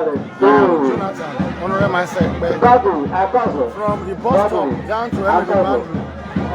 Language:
Nigerian Pidgin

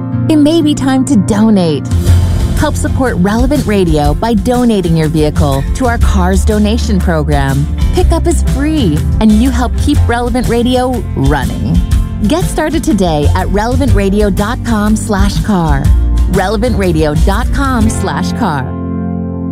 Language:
English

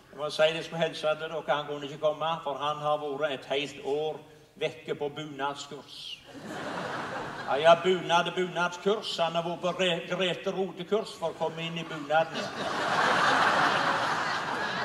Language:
Norwegian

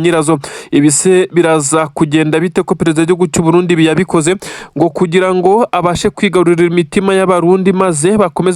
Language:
Kinyarwanda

